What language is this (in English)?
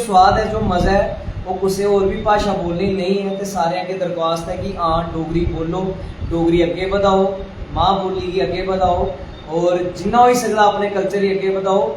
Dogri